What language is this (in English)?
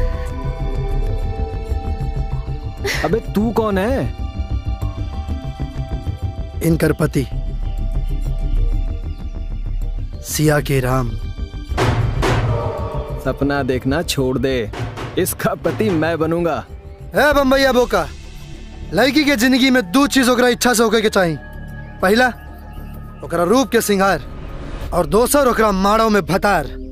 Bhojpuri